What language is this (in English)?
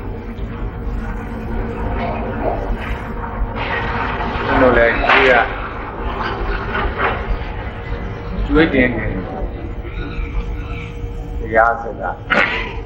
Burmese